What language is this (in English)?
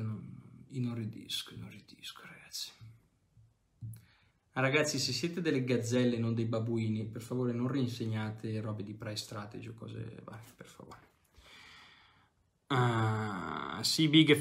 Italian